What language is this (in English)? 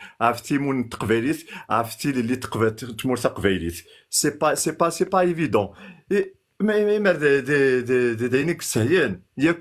Kabyle